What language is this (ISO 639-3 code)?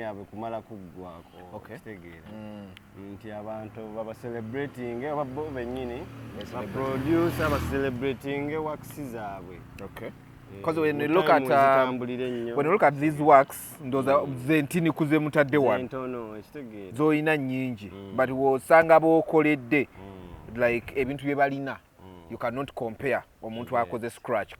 lug